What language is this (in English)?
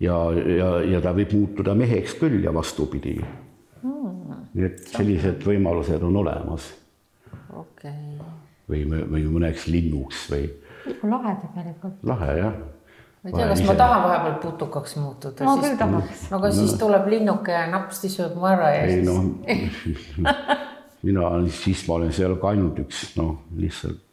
Estonian